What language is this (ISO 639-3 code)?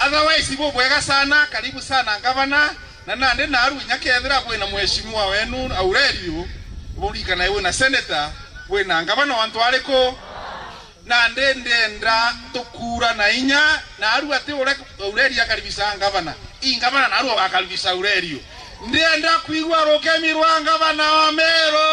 mer